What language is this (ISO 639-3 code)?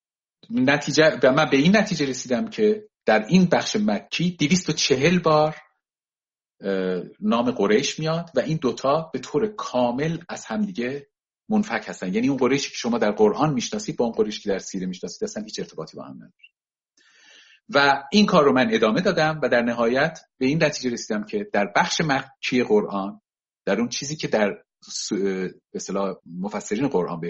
fas